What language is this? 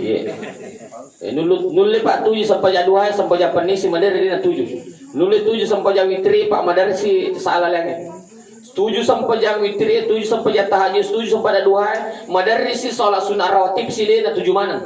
Buginese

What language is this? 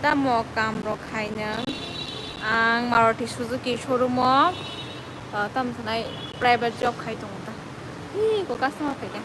Kok Borok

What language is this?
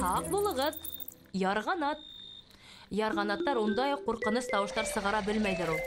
Bashkir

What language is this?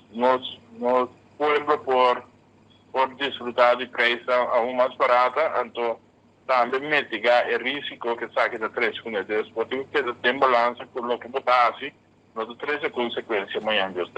Papiamento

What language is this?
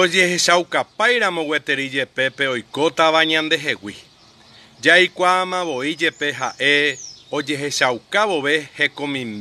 Guarani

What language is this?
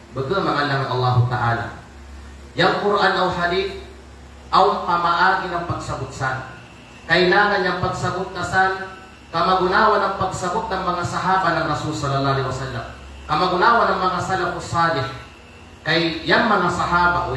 Kalagan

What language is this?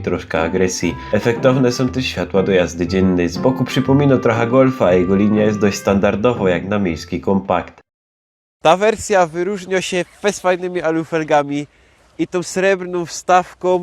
Silesian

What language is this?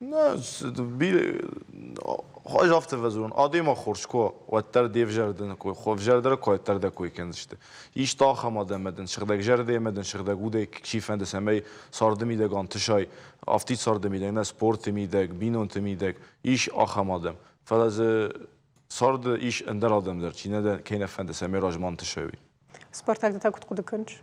Ossetic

